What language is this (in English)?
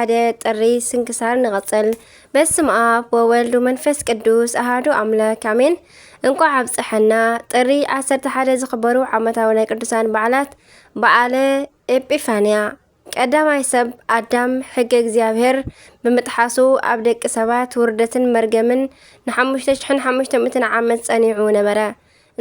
Tigrinya